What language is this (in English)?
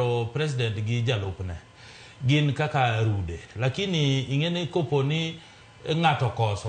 Luo (Kenya and Tanzania)